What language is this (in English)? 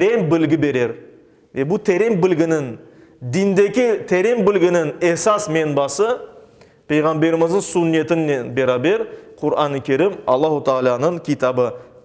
Crimean Tatar